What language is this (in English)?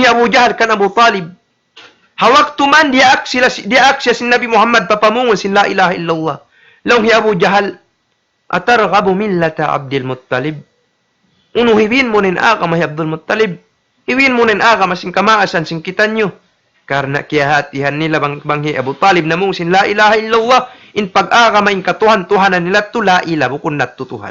Tausug